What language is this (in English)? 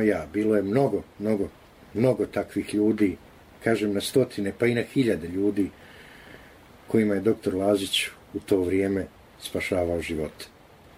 Bosnian